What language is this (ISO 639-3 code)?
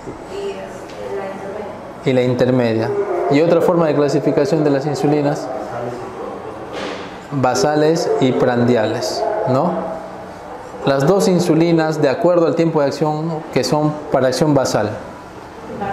spa